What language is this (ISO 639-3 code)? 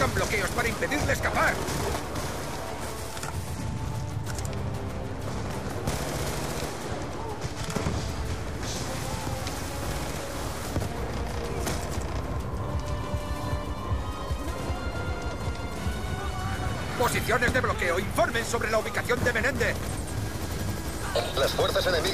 spa